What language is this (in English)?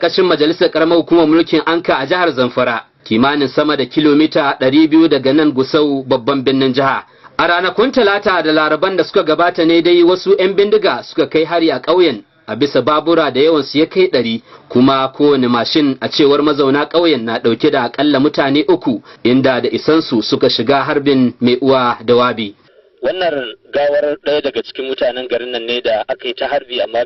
Hausa